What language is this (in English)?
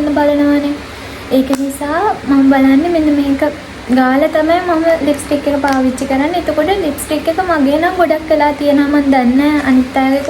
Sinhala